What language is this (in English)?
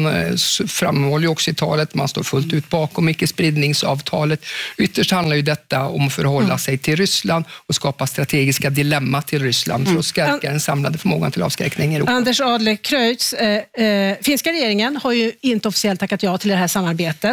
Swedish